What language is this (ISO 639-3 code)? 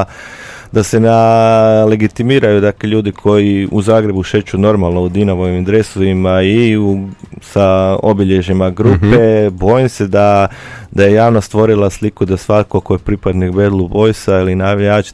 hrv